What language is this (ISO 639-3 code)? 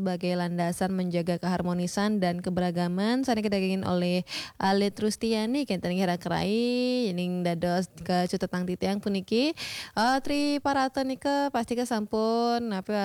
ban